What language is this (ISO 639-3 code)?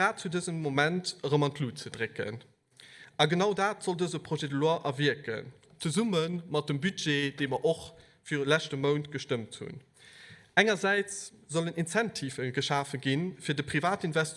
ltz